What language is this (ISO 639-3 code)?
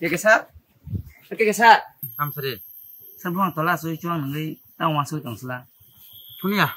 trp